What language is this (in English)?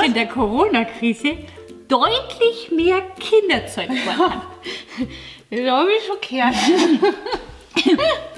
Bavarian